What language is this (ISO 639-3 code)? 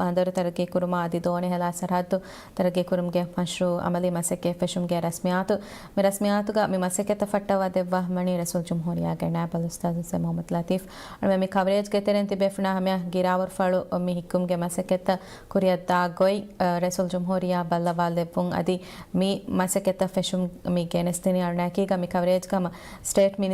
div